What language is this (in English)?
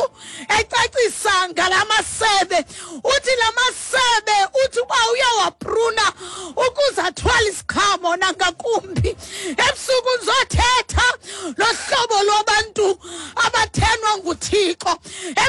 Xhosa